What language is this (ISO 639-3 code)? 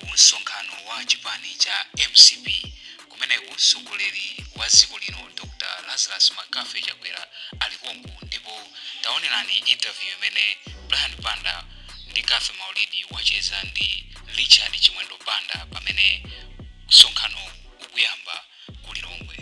nya